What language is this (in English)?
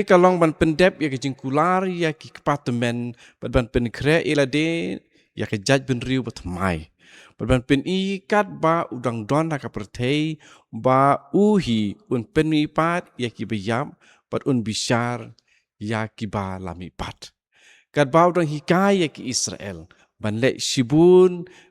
Khasi